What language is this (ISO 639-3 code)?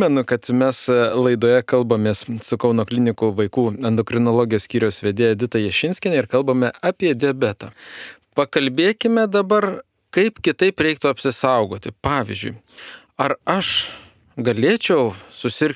lit